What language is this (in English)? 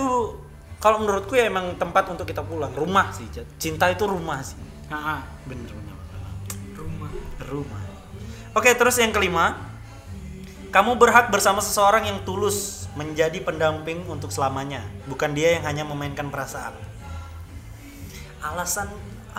Indonesian